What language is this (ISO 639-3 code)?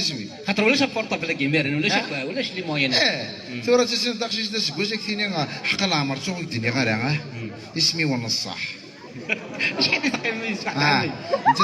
kab